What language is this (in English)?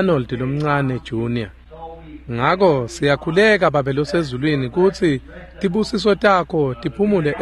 Swati